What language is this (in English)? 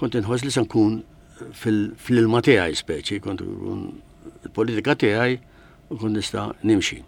Maltese